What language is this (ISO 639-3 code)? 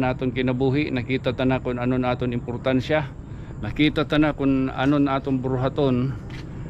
war